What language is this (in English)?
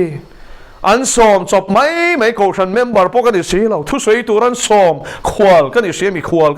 Mizo